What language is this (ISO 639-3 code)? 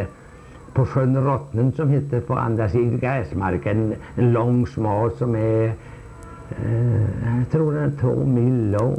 swe